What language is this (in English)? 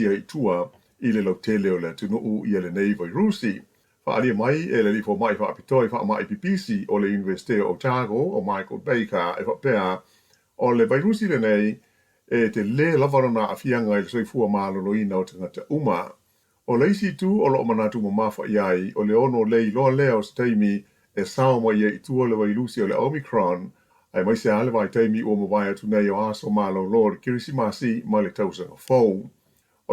Samoan